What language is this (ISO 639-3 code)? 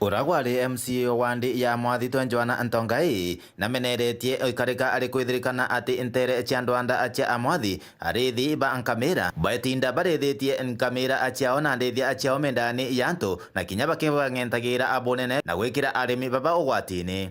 mer